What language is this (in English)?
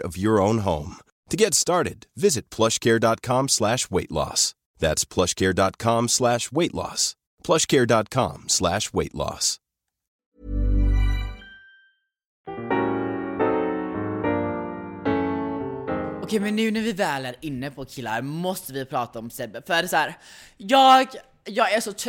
Swedish